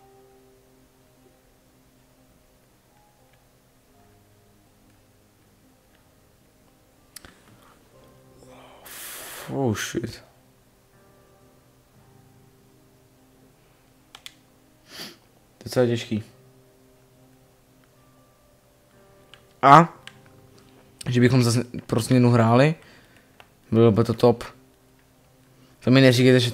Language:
Czech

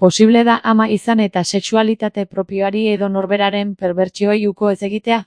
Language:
Basque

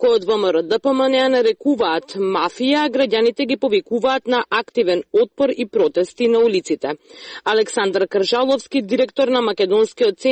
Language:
Macedonian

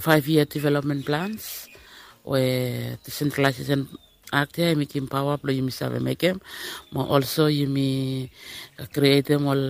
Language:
Bislama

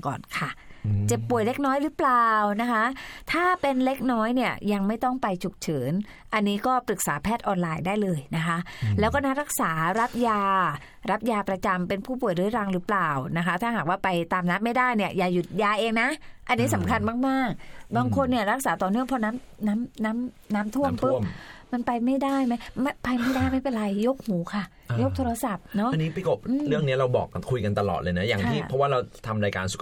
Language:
Thai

